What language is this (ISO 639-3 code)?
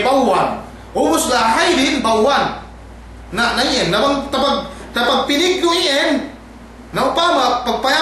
yka